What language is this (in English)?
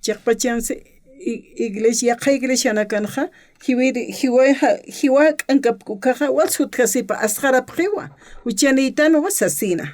Aymara